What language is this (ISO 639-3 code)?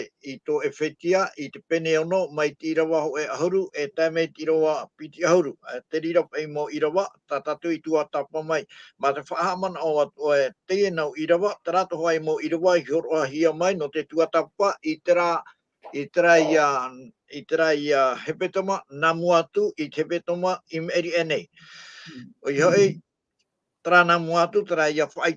tah